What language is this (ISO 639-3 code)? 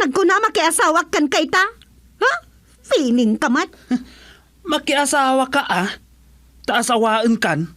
ilo